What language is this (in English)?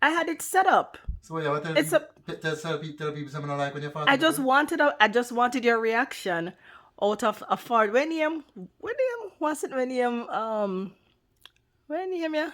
Jamaican Creole English